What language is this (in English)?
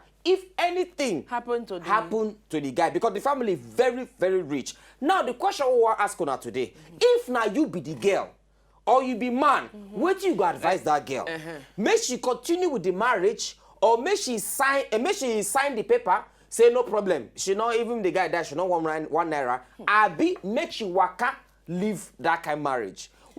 Nigerian Pidgin